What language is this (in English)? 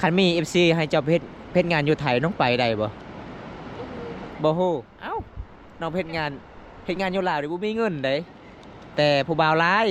Lao